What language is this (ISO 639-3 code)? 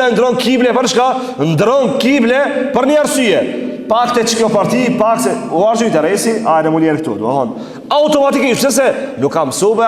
sqi